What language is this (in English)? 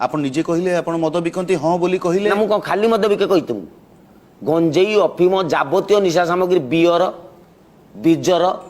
Odia